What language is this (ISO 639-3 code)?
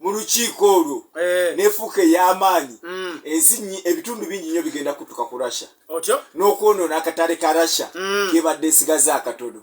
lug